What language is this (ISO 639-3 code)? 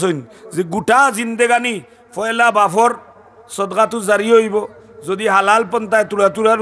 syl